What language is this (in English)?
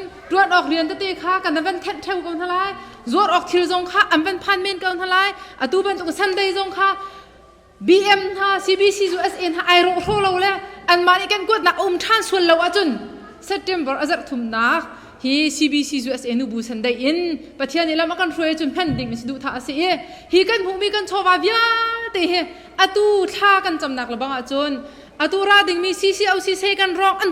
Hakha Chin